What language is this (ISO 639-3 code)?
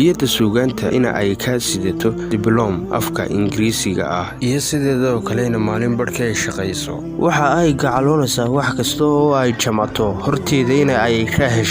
som